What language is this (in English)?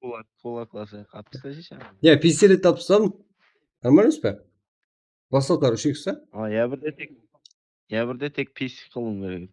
Kara-Kalpak